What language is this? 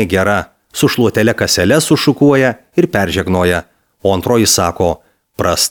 Lithuanian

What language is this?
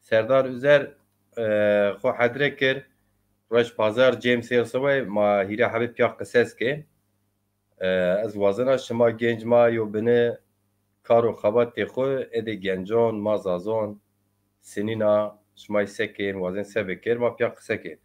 Zaza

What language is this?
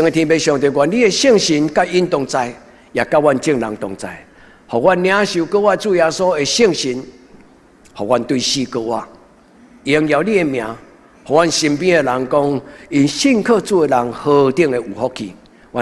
Min Nan Chinese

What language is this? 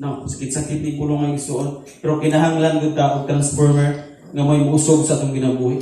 Cebuano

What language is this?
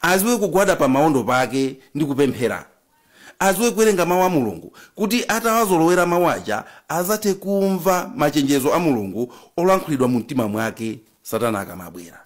Nyanja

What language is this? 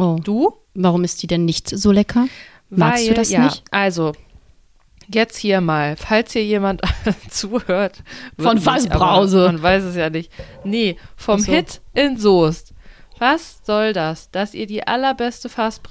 German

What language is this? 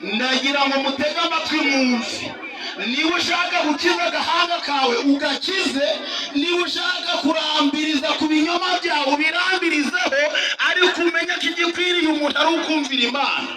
Kinyarwanda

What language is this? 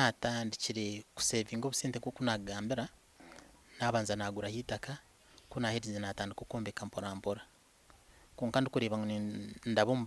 Nyankole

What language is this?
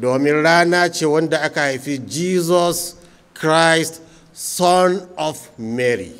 Hausa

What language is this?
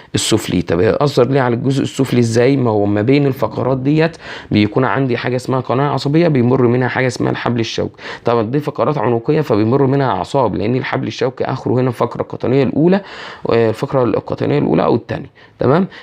Egyptian Arabic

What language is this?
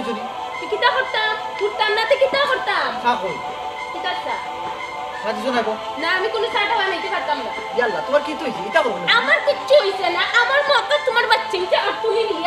Sylheti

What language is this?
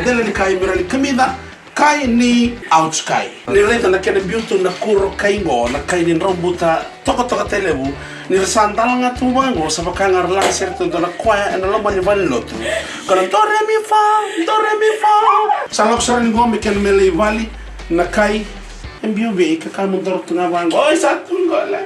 Fijian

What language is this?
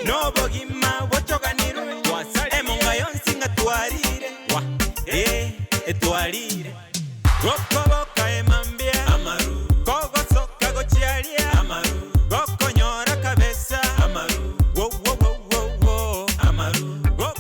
Gusii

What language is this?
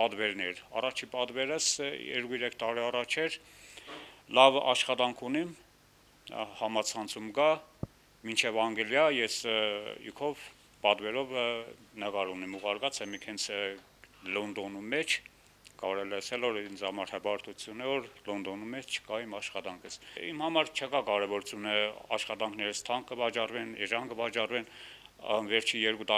Armenian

